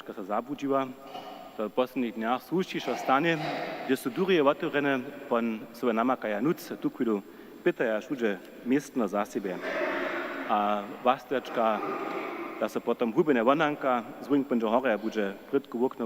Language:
Upper Sorbian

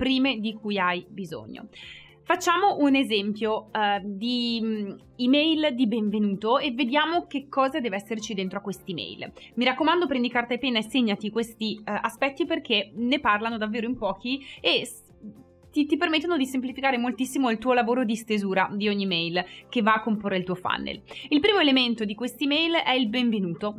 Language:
Italian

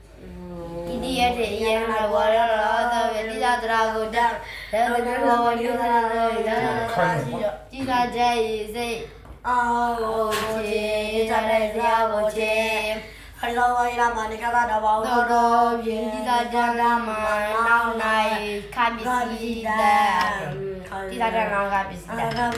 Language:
Burmese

